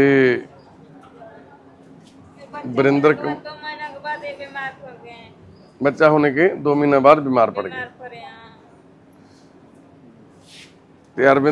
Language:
Punjabi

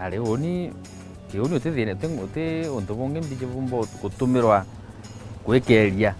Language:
Meru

